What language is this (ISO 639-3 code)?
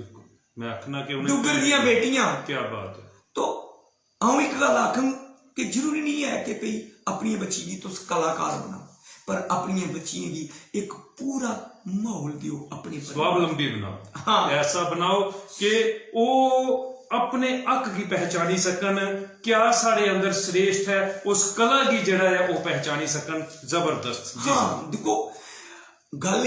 doi